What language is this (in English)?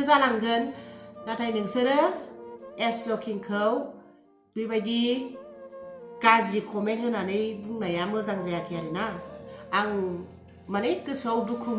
Bodo